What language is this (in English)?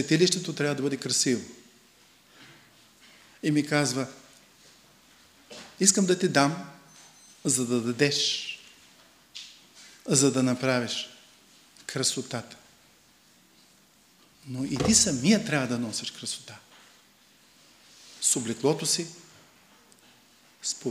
Bulgarian